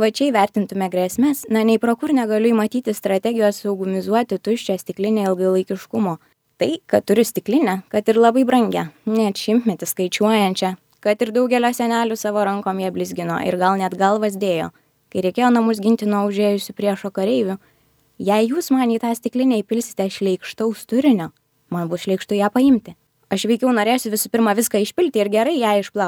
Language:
Lithuanian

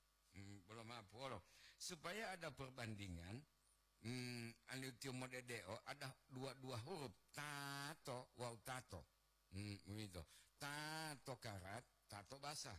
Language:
Gorontalo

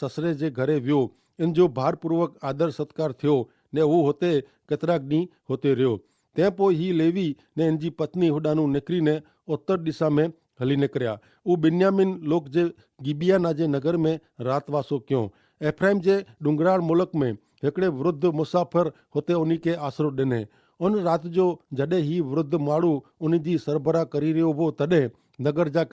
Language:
Kachhi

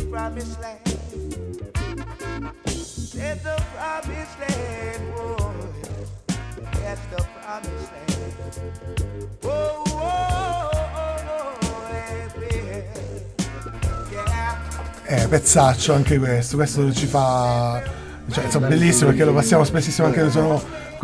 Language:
Italian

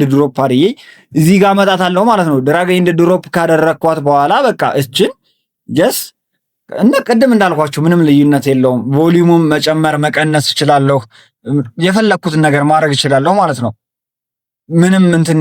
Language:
Amharic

